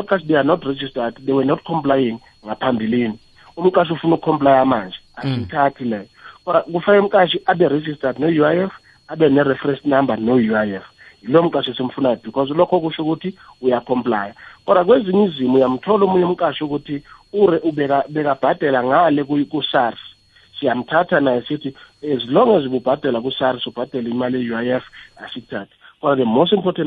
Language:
South Ndebele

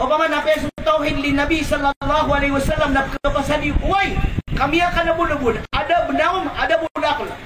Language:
Maranao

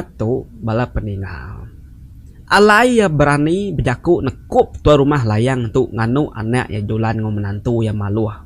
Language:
Iban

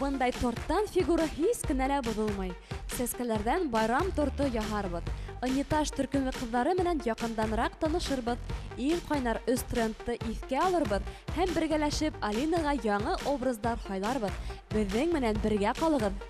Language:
Bashkir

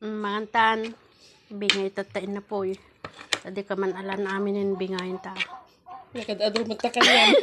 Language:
Iloko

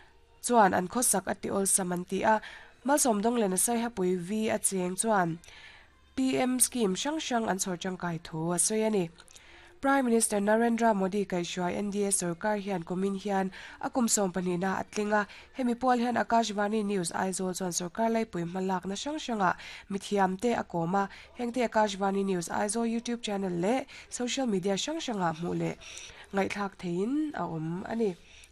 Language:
Mizo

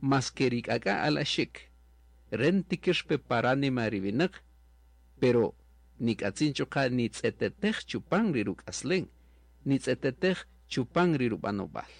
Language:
Kaqchikel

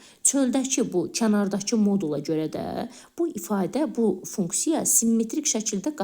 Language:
Azerbaijani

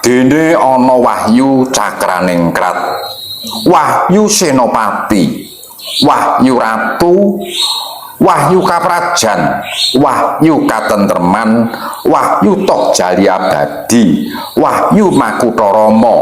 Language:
Javanese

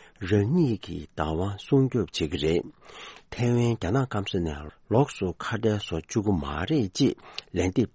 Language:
Tibetan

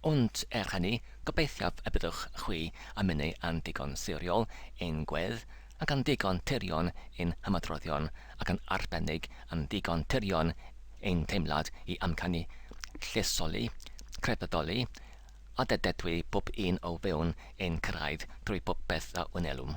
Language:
Welsh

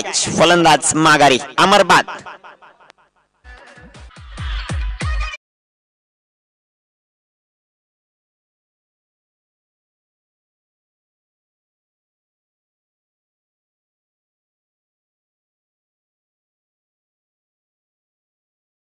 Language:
Marathi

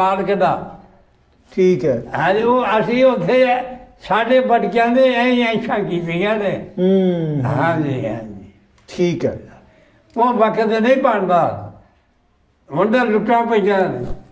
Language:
Punjabi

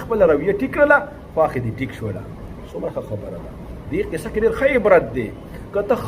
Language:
Pashto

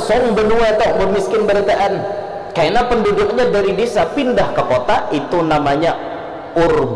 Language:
Banjar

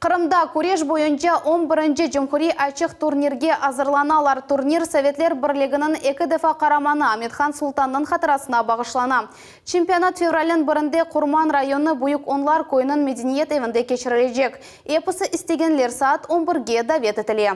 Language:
Crimean Tatar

